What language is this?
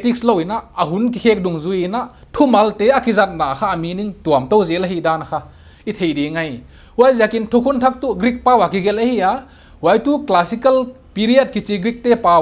Paite Chin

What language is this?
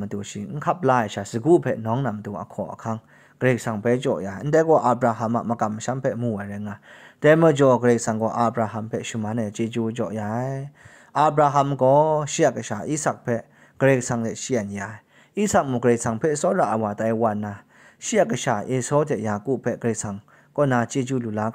Kachin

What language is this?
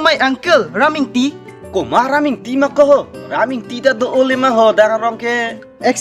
Karbi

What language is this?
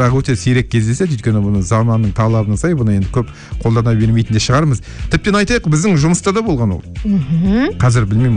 Kazakh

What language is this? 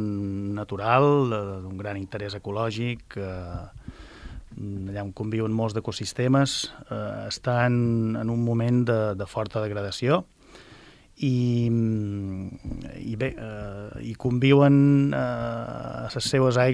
Catalan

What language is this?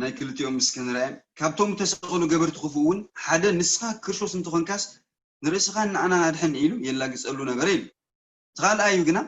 Tigrinya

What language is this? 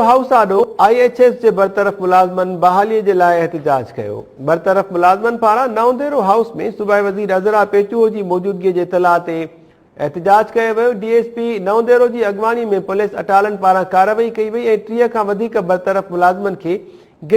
Sindhi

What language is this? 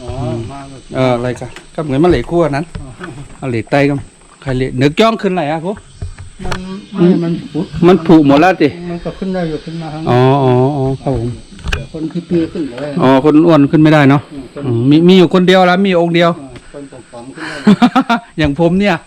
Shan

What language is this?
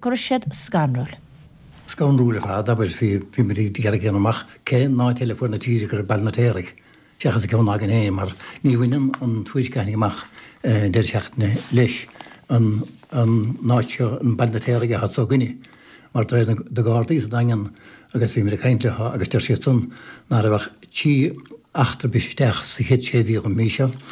Irish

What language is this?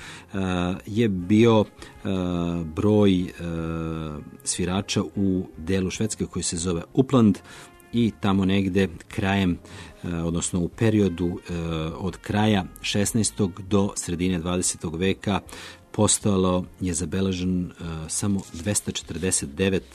Serbian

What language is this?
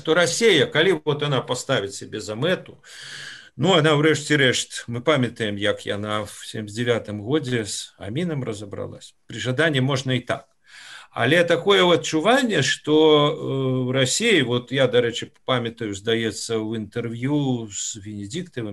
Belarusian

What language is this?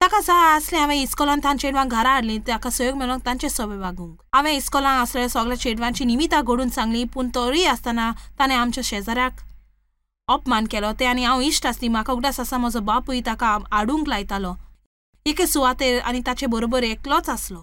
Konkani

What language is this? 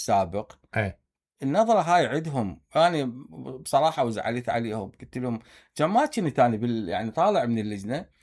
Mesopotamian Arabic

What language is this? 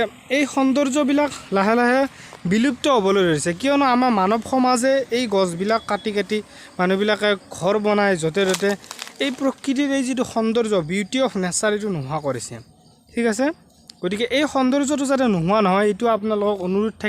Assamese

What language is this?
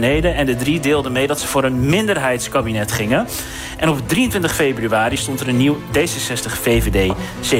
Dutch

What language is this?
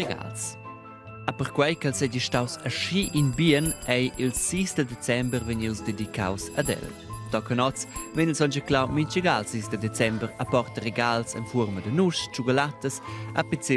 Romansh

